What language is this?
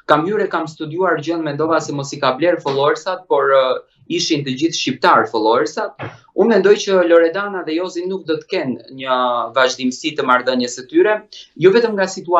Albanian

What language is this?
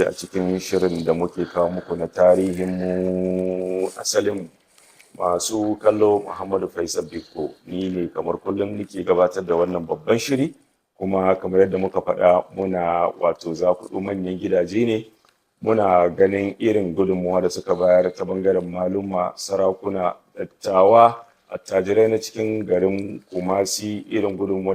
Hausa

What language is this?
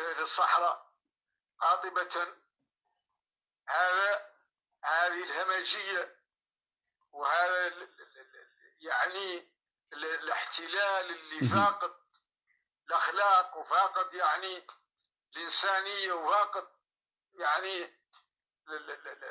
Arabic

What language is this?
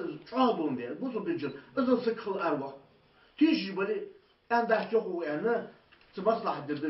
Ingush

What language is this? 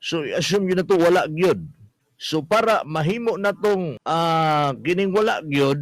Cebuano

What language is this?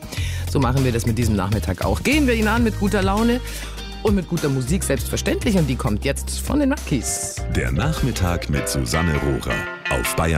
German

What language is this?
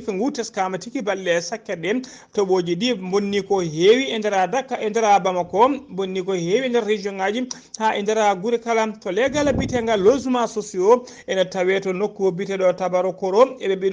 Fula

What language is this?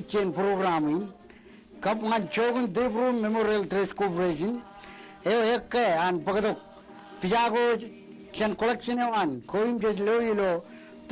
Marshallese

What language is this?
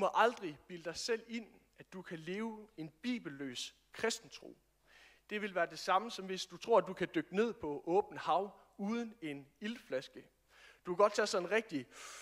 Danish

